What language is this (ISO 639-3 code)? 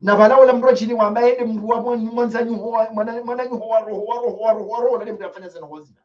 zdj